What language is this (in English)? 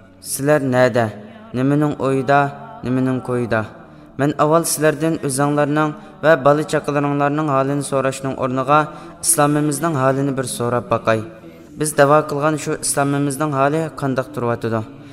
Uyghur